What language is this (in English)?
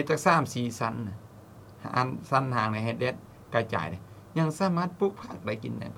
Lao